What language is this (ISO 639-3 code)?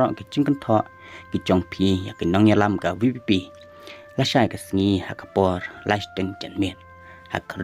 kha